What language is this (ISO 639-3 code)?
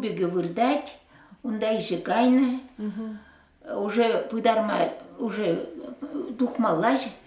chv